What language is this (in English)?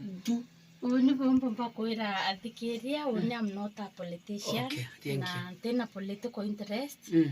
Meru